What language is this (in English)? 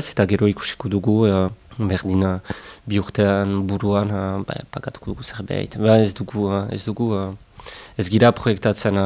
Basque